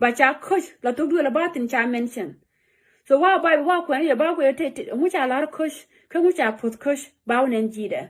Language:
Nuer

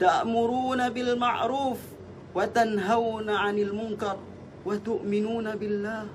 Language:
Yakan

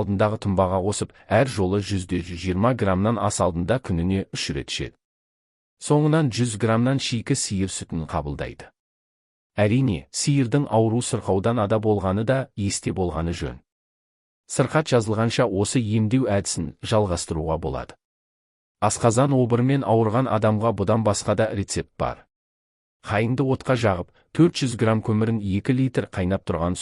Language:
Kazakh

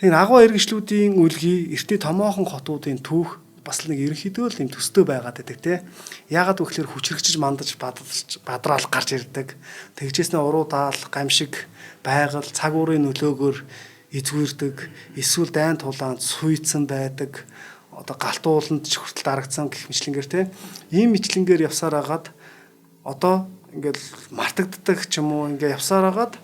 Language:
Mongolian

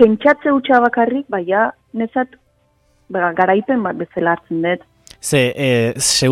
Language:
Basque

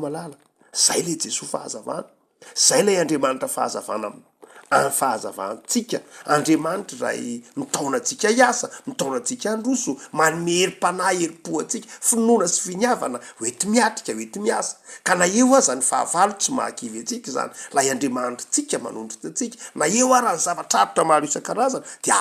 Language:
Malagasy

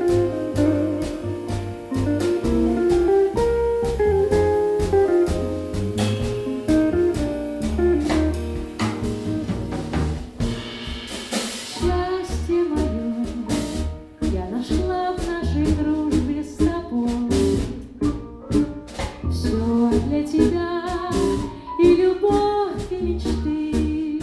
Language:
Russian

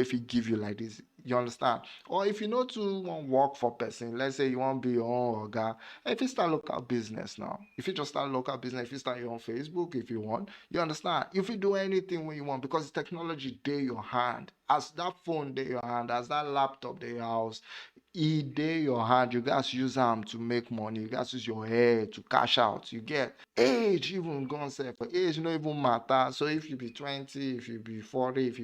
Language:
Nigerian Pidgin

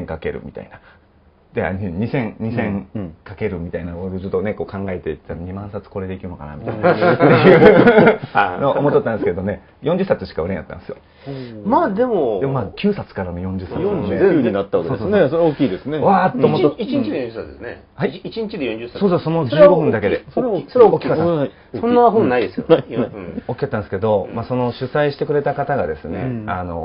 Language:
Japanese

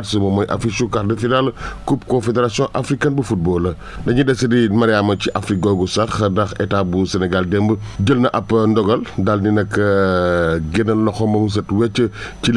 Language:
Wolof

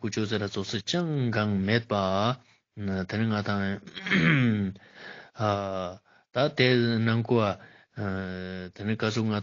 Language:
Ladakhi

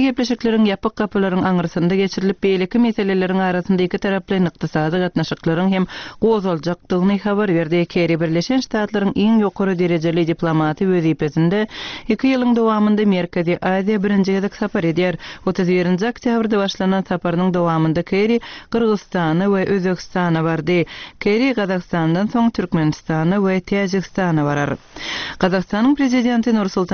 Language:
Turkmen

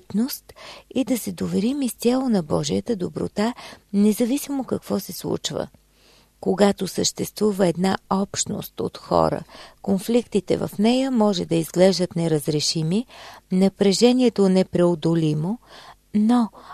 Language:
Bulgarian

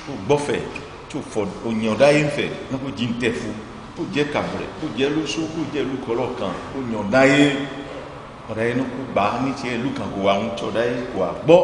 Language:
Ifè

